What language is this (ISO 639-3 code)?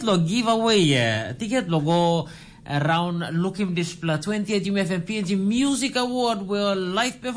tpi